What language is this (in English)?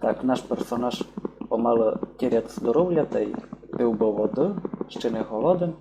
Rusyn